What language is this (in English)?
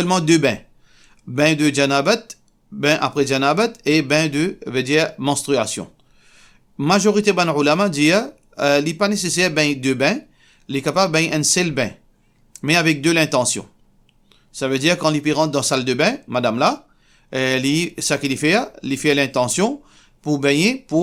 Morisyen